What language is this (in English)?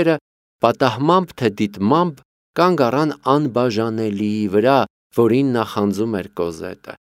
Armenian